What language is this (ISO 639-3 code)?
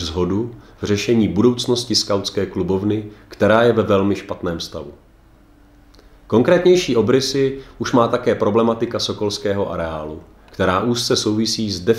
ces